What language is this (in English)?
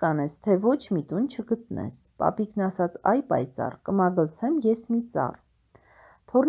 Armenian